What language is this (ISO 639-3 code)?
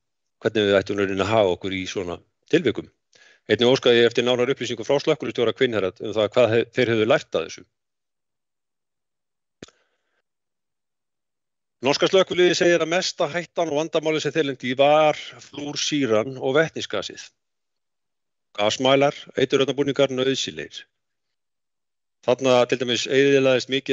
isl